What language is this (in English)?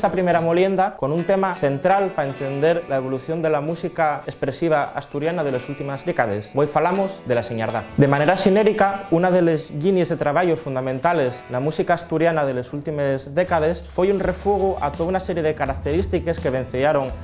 Asturian